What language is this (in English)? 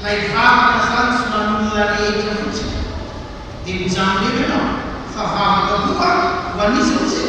Malagasy